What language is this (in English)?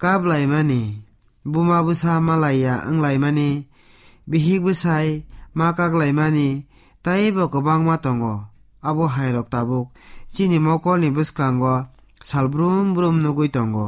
Kok Borok